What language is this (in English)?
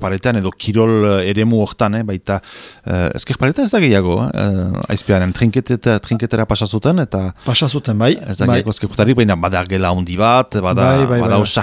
Basque